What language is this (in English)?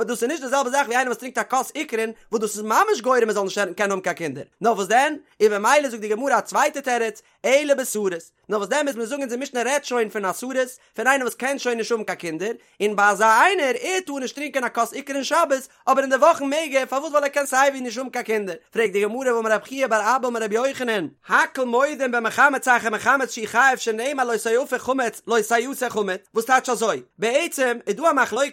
Yiddish